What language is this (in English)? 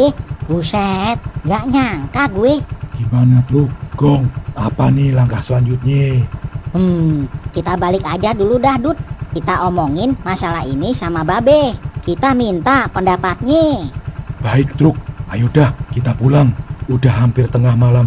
Betawi